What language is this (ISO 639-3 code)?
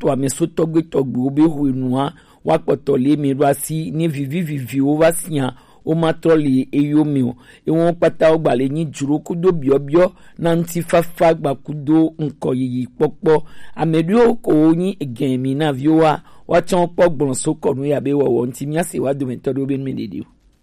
gej